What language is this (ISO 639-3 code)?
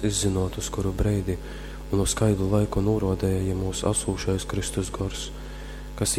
ltg